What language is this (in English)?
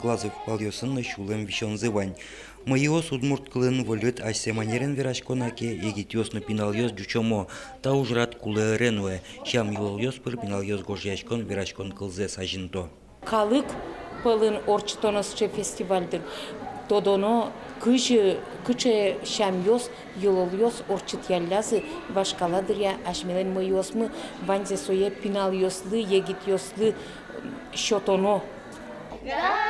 Udmurt